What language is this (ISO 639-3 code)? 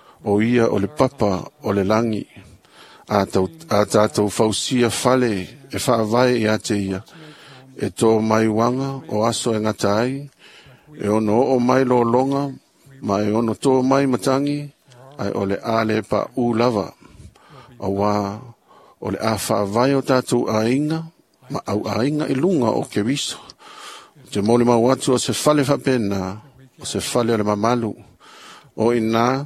smo